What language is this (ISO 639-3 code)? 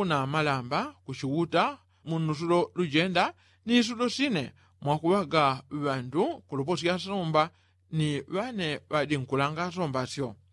yao